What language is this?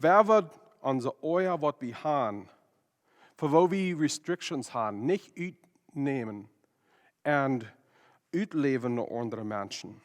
Plautdietsch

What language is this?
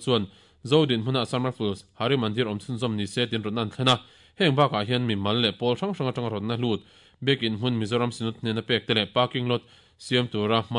Mizo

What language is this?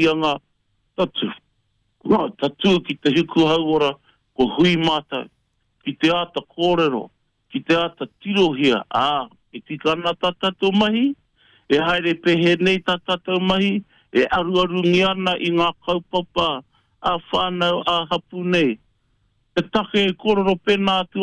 Māori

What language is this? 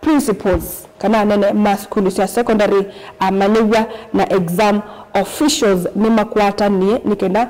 Kamba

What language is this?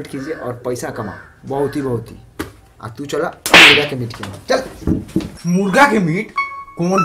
Bhojpuri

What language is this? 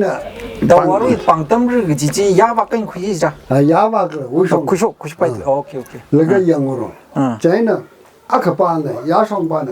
Tangkhul Naga (India)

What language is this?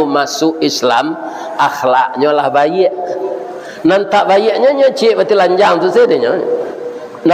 Minangkabau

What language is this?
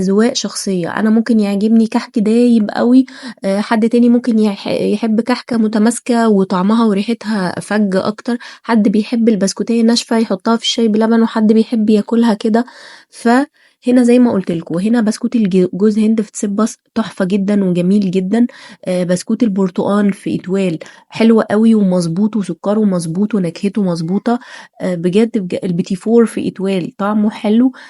Egyptian Arabic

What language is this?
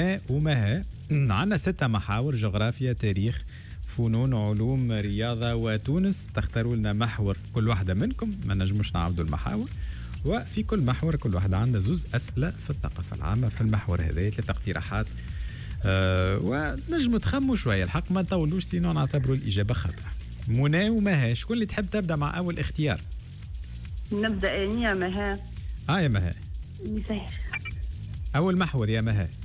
Tunisian Arabic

